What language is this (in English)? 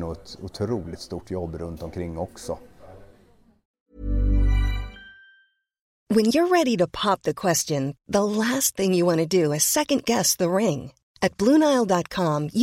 Swedish